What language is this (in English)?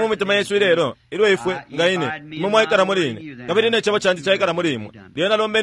Bemba